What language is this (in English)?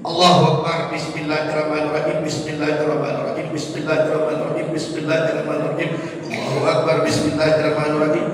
Minangkabau